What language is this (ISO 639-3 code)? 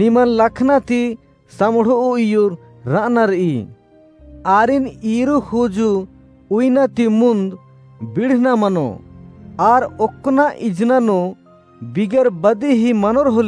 kru